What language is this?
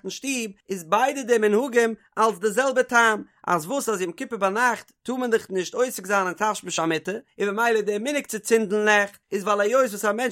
Yiddish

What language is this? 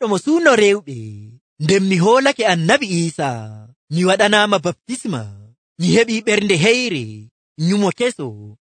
Nigerian Fulfulde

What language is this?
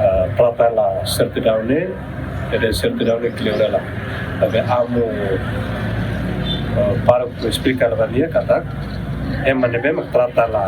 Tetum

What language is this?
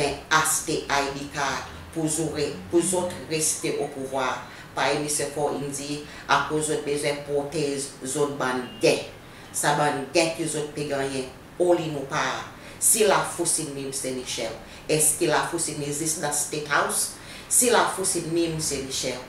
Seselwa Creole French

